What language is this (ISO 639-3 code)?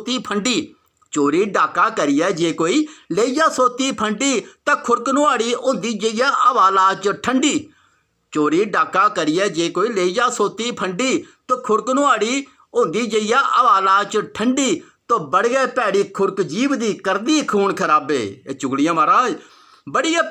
doi